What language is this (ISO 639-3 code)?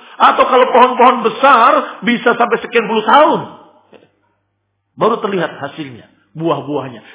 ind